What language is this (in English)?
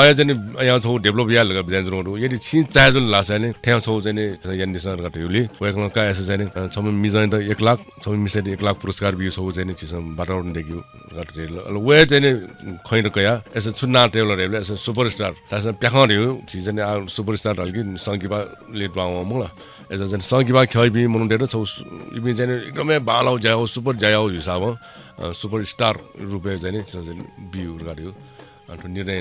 Newari